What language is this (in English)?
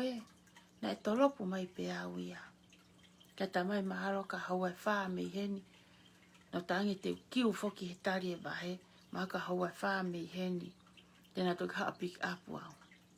Tongan